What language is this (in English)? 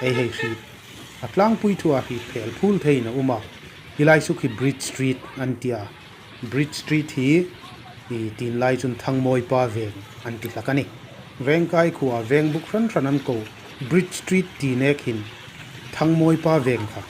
Hmar